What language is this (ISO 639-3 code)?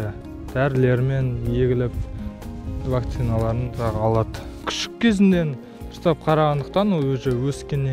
kaz